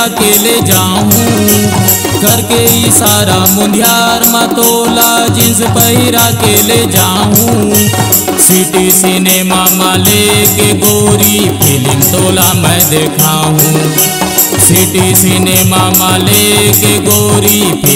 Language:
Chhattisgarhi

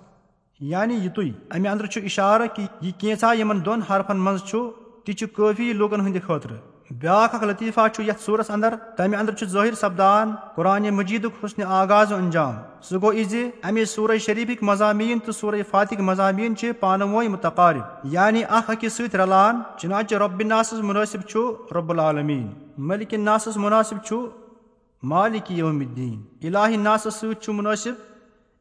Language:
Kashmiri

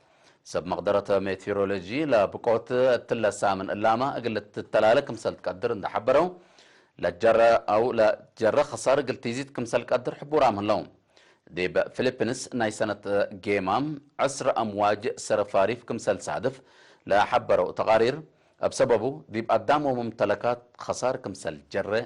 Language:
Tigre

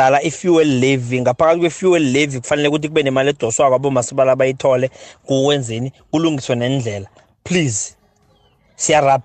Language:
South Ndebele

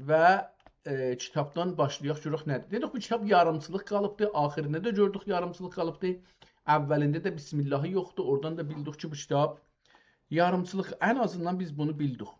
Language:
South Azerbaijani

